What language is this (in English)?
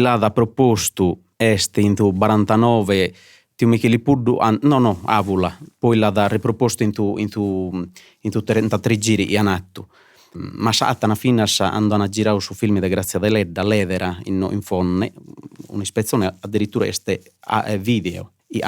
Sardinian